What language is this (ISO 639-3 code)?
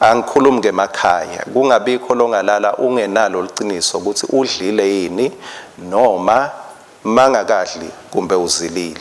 ssw